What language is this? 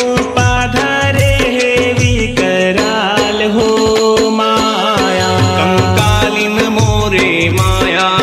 Chhattisgarhi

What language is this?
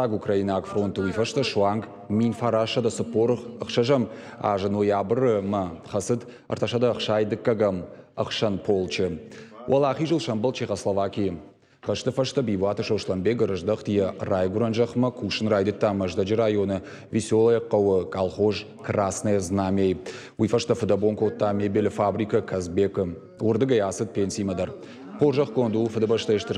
Ossetic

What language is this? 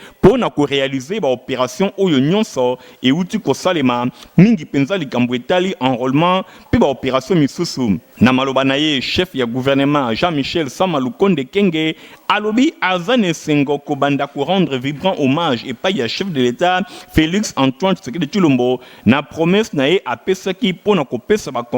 Lingala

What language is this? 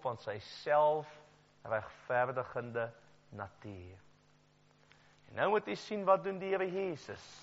Afrikaans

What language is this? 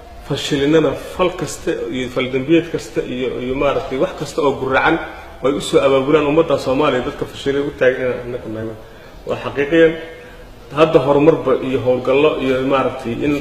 Somali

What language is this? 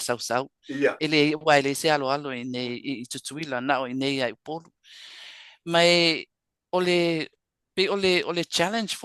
Samoan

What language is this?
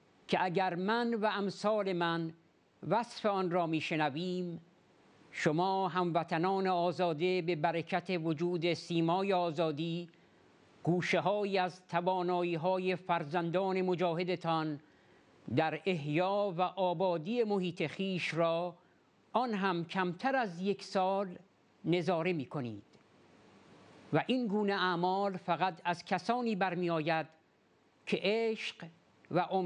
Persian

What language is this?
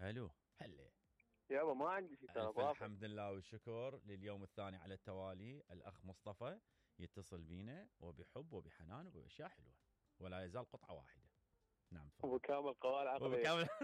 Mesopotamian Arabic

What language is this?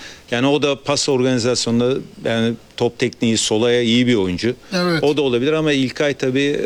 Turkish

